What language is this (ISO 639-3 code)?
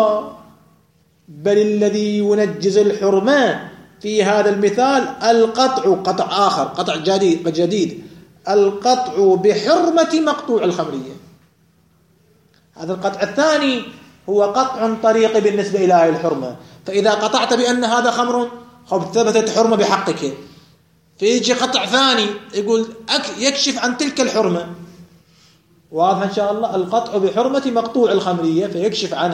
ara